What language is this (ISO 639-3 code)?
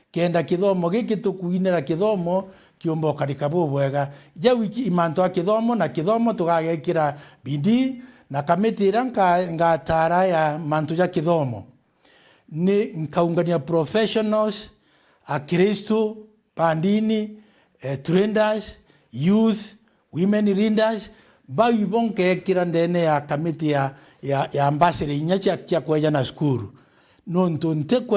mer